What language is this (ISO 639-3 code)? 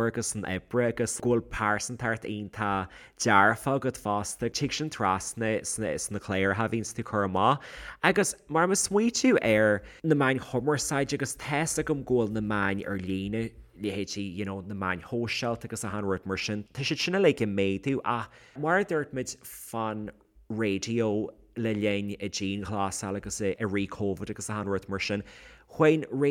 gle